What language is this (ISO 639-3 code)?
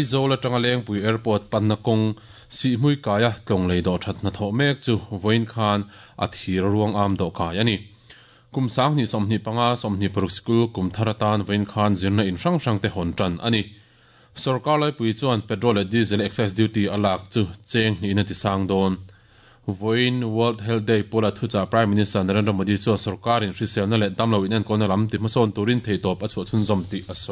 lus